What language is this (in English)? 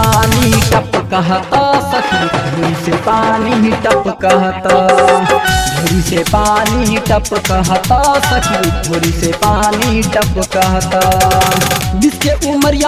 Bhojpuri